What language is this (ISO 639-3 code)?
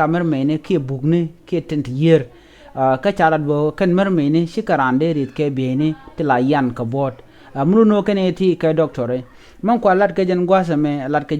nus